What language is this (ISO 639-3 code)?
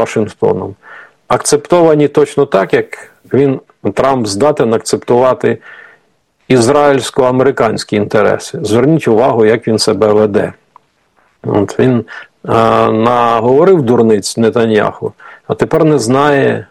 ukr